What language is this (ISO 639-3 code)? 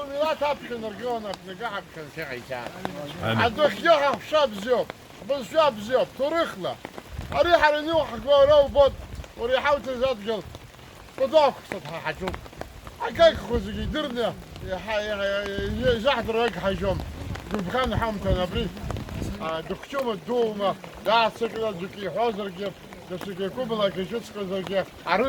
abk